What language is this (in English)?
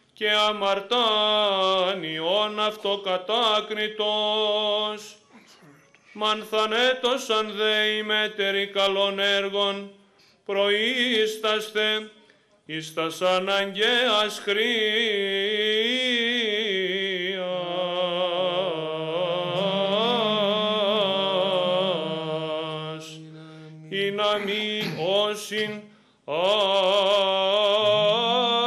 Greek